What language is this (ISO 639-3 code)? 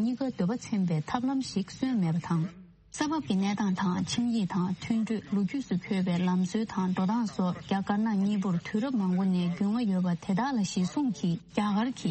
bod